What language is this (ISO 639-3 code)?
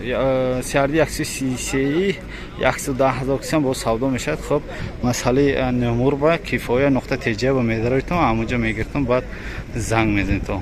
tgk